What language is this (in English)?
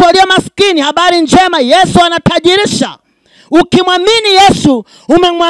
Swahili